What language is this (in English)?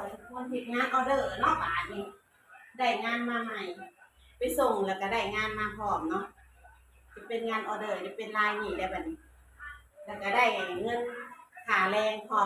Northeastern Thai